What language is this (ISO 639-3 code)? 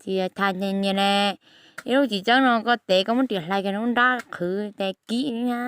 hmn